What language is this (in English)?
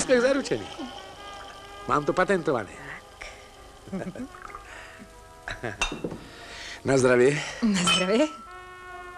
Slovak